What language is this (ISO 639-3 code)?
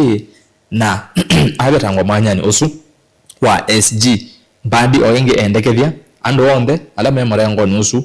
kam